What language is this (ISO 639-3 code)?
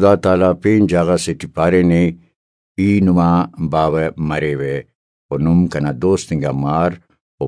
brh